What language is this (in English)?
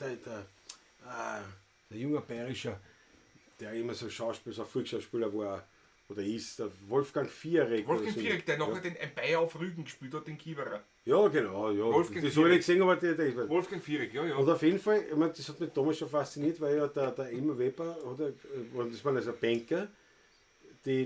Bavarian